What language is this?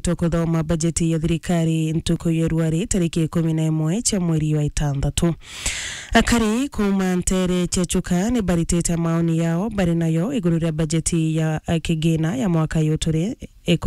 Meru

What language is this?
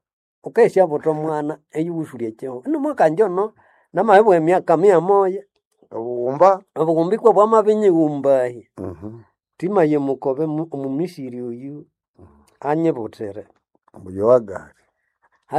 Nande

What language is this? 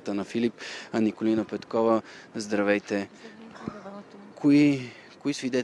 Bulgarian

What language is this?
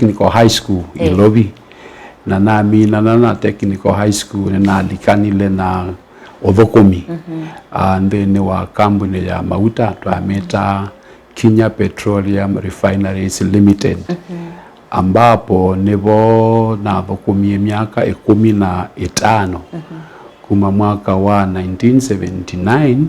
Kamba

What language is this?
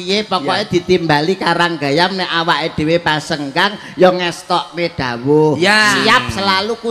Javanese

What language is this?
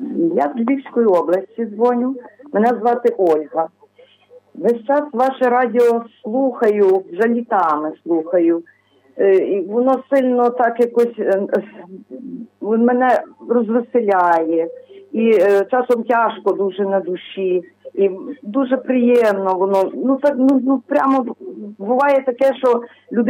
Ukrainian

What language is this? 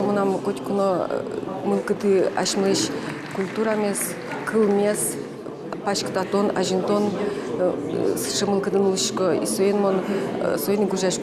Udmurt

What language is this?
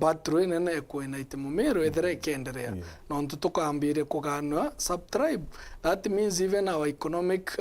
Meru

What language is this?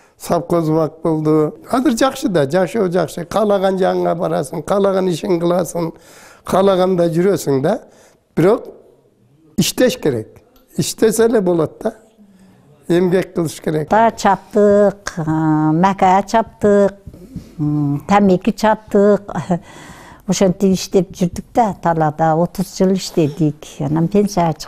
Kyrgyz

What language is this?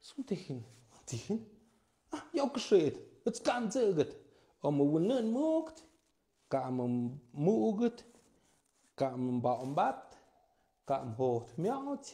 Tlahuitoltepec Mixe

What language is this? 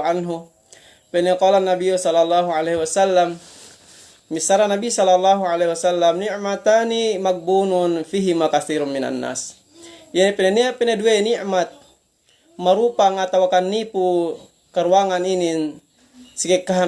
Yakan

